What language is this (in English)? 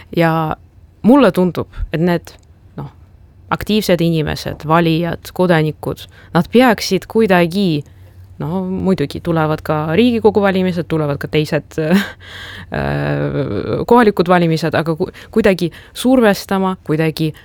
Estonian